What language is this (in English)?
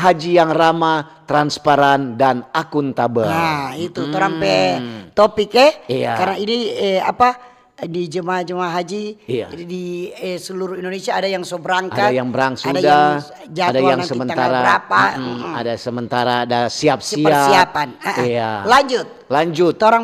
Manado Malay